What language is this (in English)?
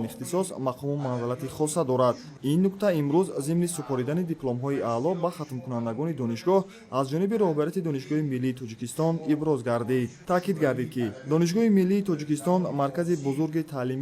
Tajik